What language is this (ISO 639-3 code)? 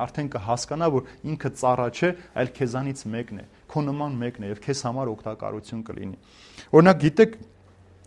hye